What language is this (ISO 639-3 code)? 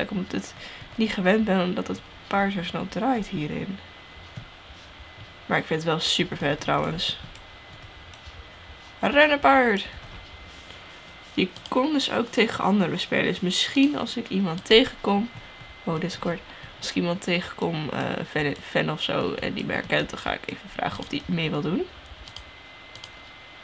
nld